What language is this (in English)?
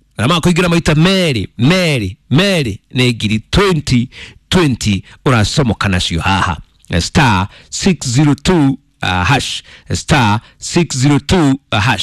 Kikuyu